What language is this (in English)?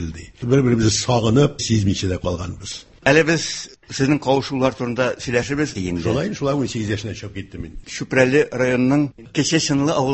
Tatar